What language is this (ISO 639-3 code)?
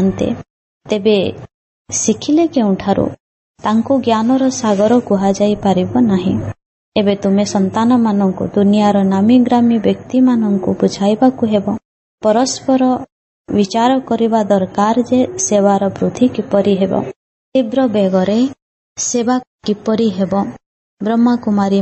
ori